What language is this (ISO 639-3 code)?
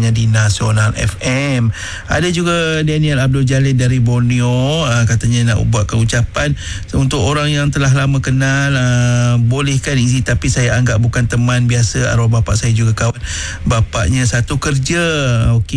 msa